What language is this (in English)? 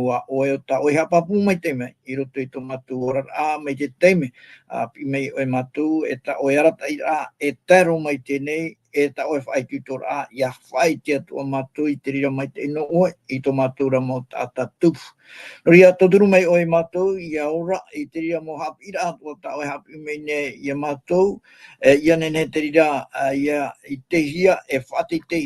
Tahitian